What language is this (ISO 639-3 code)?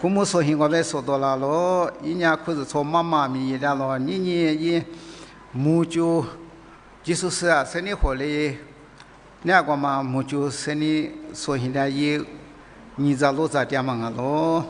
lis